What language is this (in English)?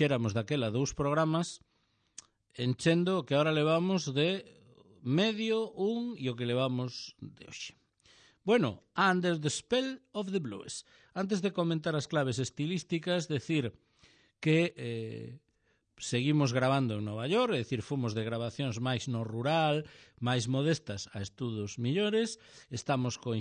Galician